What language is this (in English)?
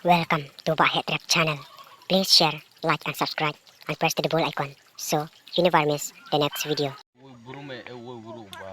Khasi